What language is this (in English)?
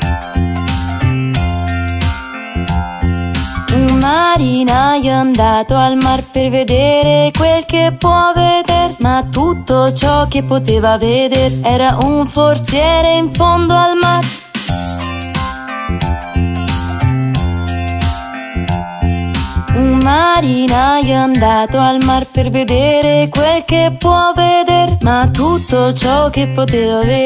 Italian